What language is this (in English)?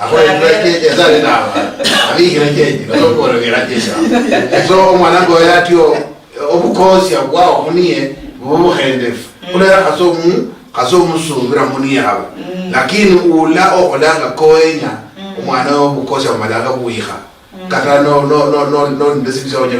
Luyia